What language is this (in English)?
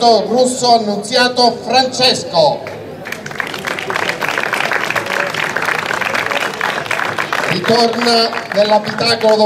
Italian